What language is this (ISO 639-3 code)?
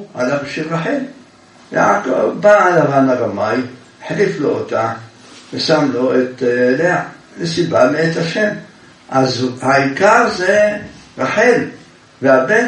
heb